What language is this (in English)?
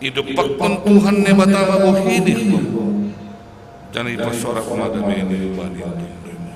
Batak Simalungun